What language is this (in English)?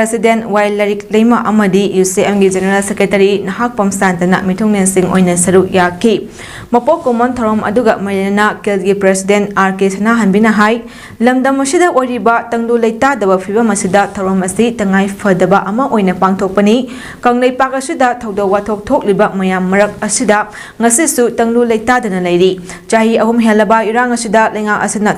Manipuri